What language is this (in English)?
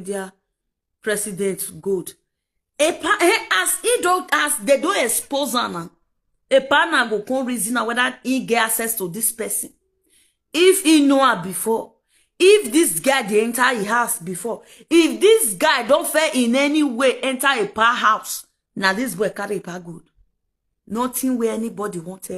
Nigerian Pidgin